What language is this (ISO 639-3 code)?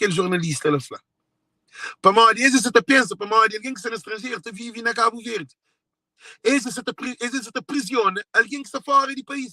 kea